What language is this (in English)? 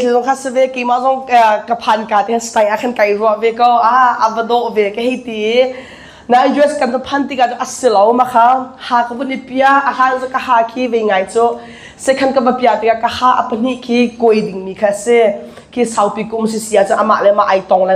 Hakha Chin